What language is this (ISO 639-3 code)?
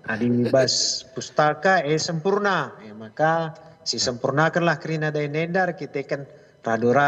btx